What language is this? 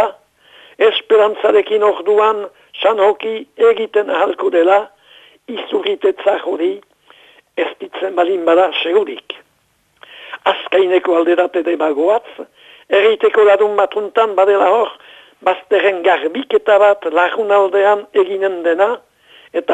Basque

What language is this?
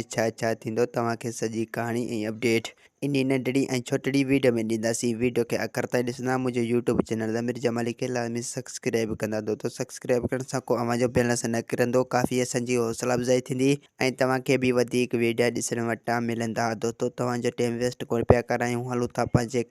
Sindhi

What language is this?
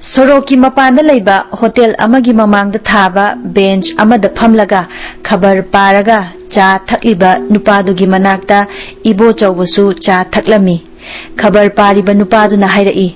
Manipuri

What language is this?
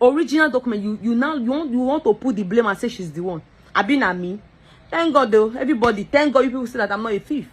Nigerian Pidgin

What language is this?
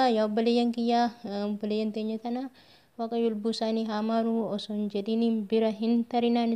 Oromo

